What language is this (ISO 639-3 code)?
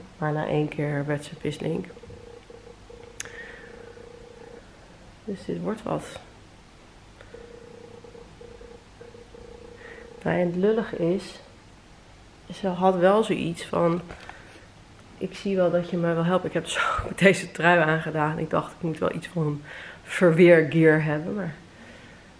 nld